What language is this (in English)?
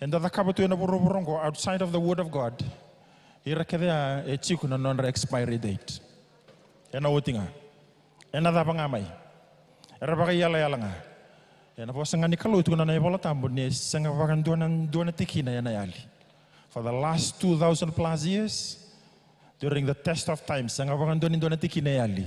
Fijian